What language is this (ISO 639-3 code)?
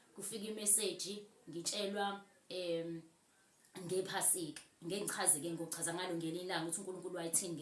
zul